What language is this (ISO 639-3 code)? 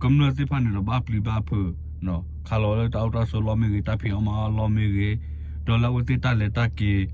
ksw